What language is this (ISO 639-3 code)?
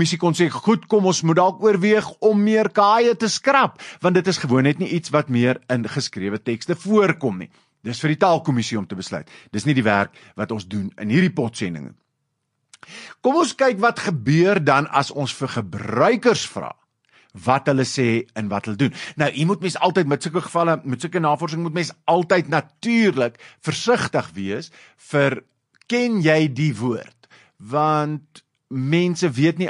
afr